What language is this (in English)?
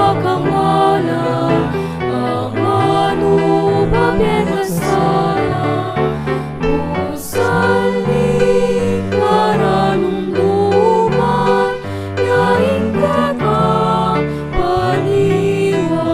Pampanga